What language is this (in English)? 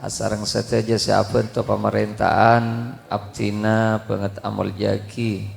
Madurese